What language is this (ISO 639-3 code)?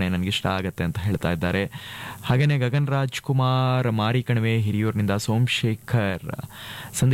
kan